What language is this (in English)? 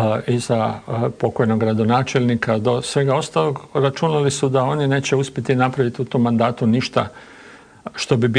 Croatian